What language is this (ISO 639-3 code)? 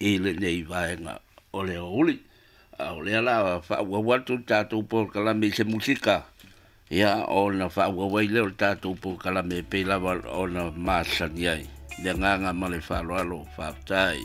smo